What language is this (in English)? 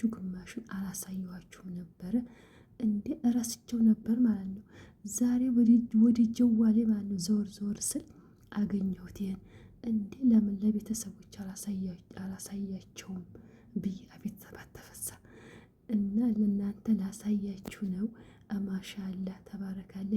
Amharic